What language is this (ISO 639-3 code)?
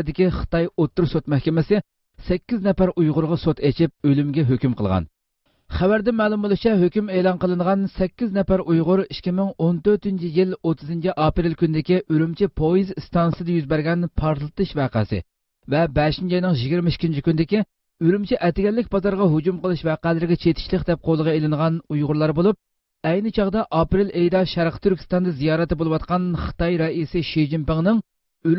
uig